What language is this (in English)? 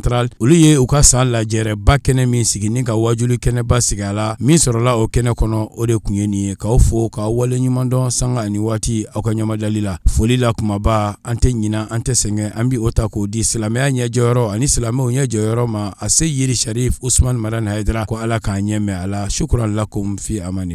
Bambara